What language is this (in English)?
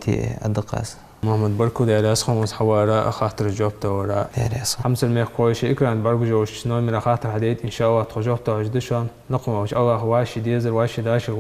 Ingush